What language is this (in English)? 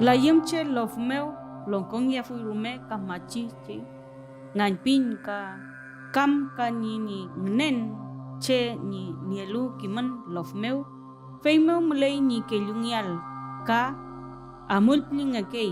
Mapuche